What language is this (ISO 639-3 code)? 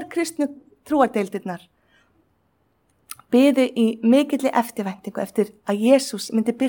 isl